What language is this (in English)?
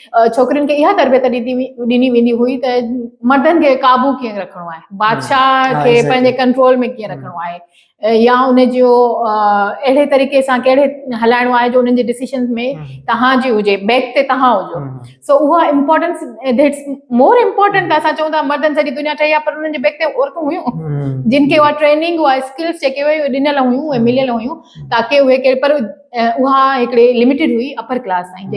Sindhi